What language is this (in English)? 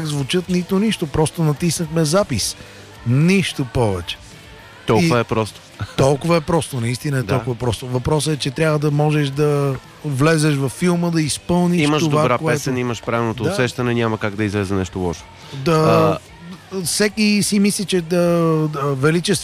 Bulgarian